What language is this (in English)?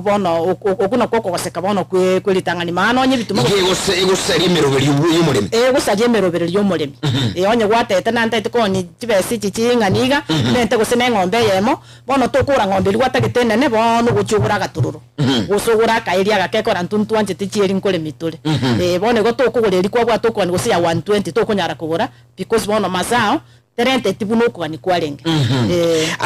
Gusii